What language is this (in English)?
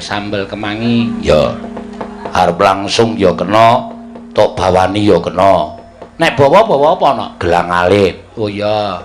Javanese